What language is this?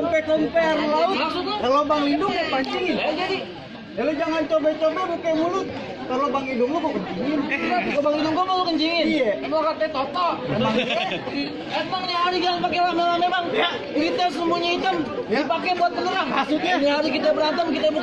Betawi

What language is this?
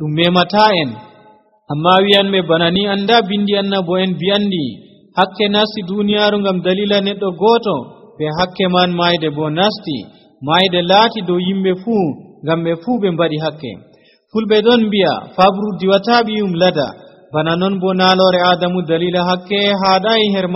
Nigerian Fulfulde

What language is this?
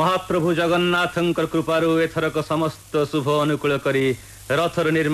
Odia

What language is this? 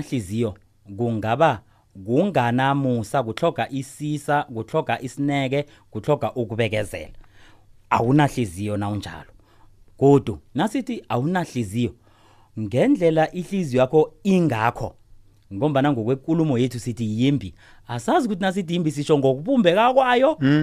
South Ndebele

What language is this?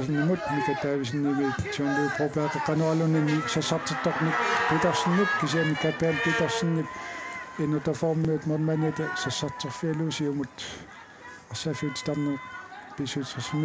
Kalaallisut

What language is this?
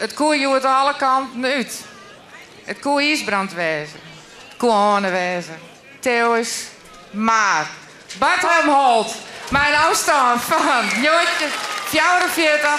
Western Frisian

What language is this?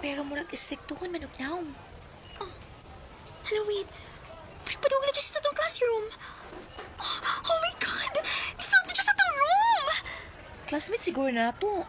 Cebuano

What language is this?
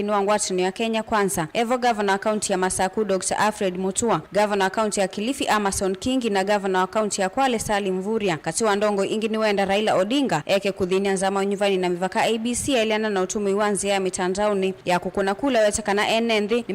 Kamba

